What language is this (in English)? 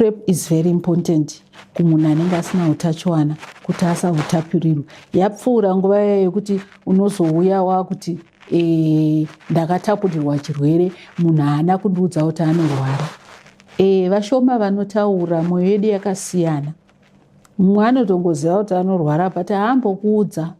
Shona